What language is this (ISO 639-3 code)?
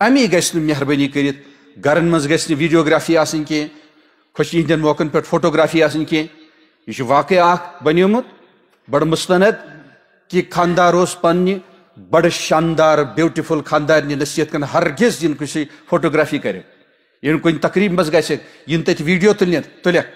kas